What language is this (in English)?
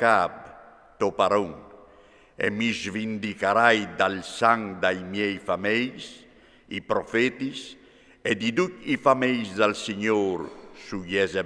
Friulian